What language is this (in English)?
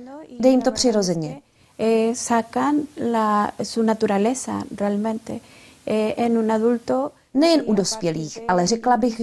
Czech